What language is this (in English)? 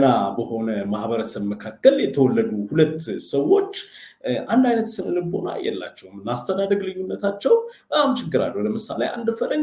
Amharic